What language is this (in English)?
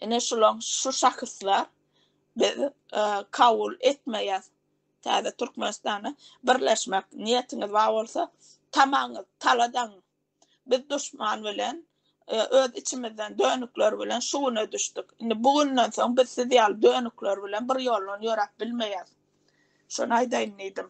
Turkmen